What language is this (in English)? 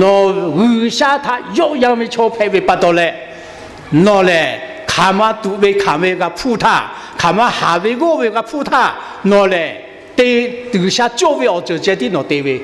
Lahu